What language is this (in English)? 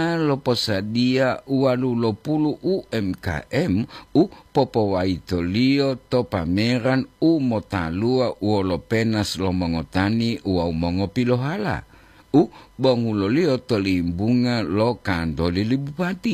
Gorontalo